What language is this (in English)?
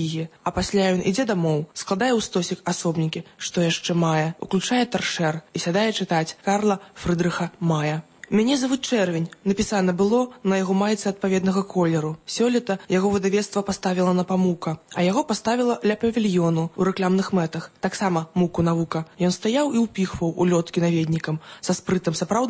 Belarusian